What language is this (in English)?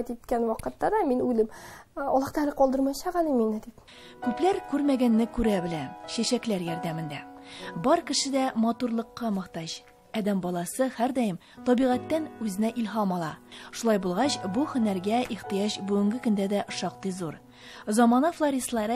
Tatar